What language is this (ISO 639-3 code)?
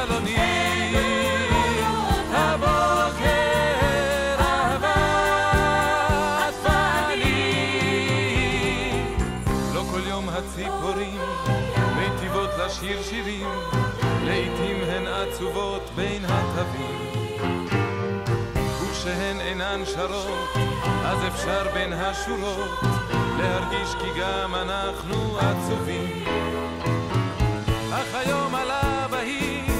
heb